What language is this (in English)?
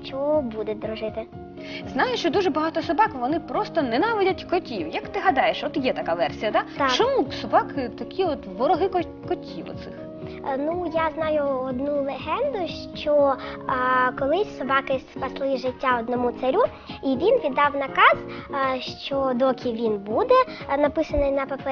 Ukrainian